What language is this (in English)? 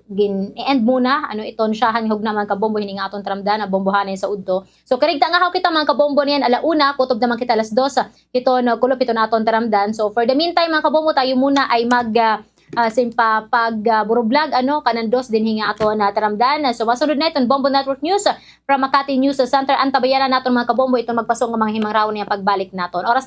Waray